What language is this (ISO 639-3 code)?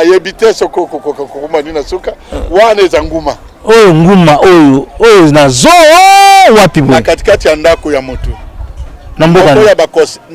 lin